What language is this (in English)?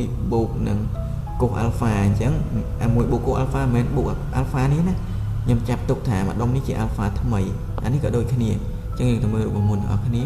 Khmer